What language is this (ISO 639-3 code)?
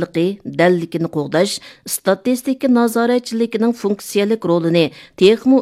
uig